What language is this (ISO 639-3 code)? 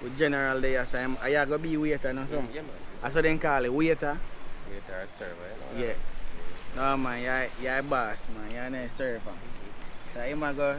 jam